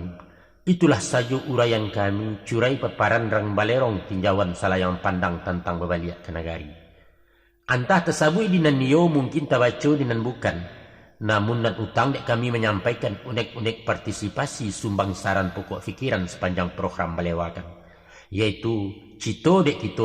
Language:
Minangkabau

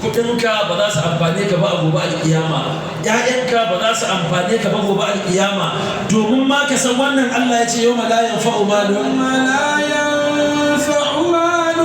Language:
Hausa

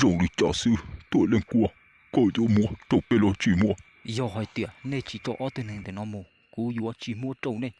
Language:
Hmong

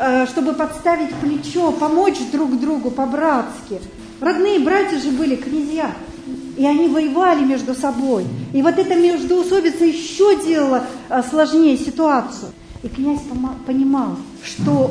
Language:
Russian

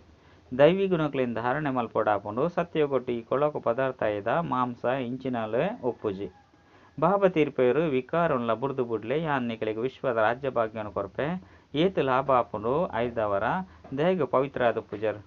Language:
Tulu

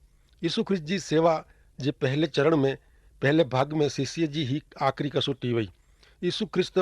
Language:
Kachhi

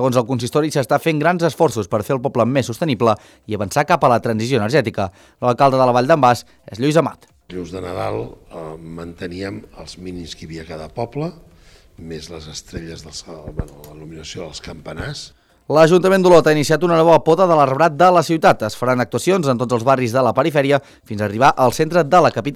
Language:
Catalan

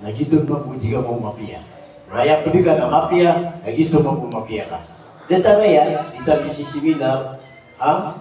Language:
Maranao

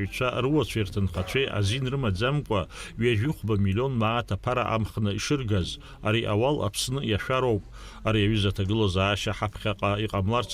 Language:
Abkhazian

